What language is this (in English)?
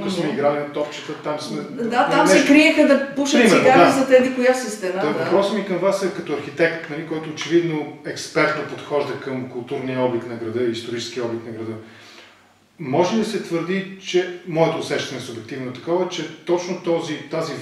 Bulgarian